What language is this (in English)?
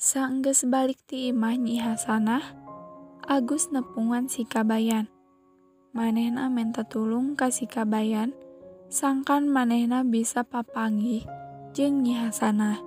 Sundanese